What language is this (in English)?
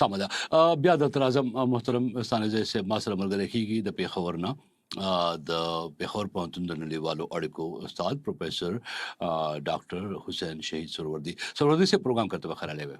Pashto